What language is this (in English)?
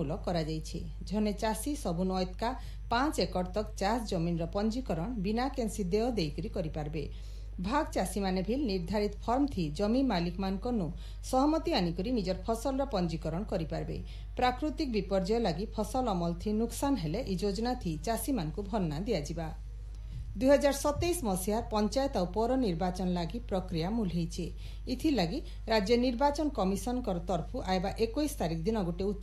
Odia